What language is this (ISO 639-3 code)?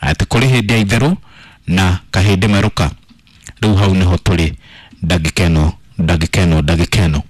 kik